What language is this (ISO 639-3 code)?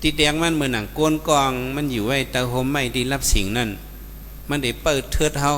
shn